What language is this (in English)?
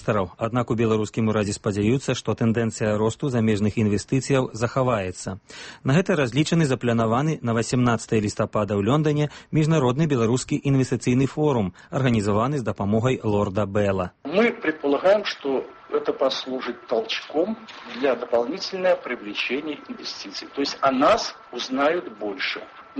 Belarusian